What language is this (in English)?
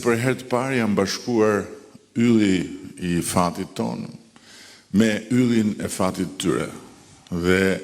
Albanian